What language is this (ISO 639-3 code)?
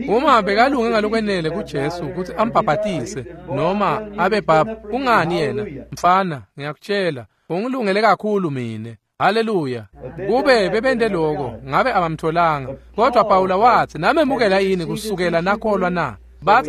ssw